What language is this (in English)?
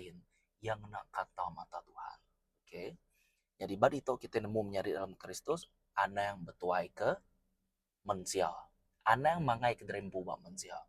Iban